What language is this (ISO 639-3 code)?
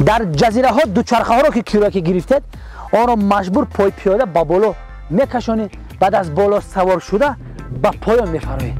tgk